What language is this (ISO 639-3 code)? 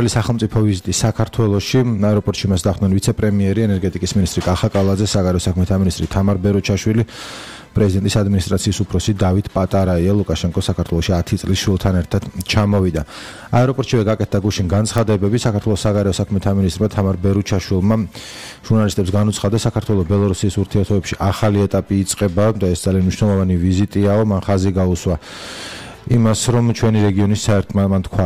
kat